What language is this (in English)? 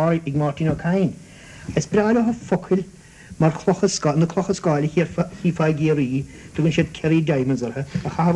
Irish